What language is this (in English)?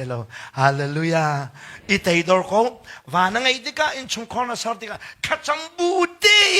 Hakha Chin